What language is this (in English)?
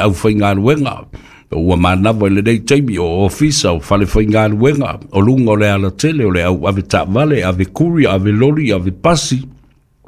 Samoan